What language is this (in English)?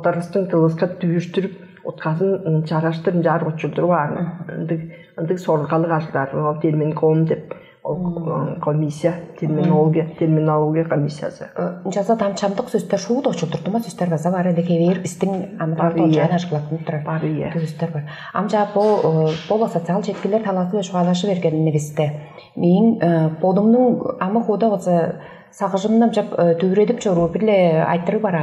Tuvinian